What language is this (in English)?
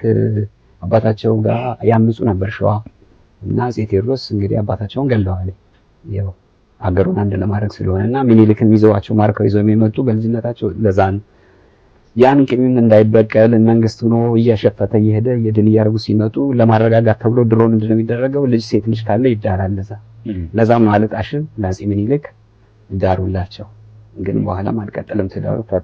Amharic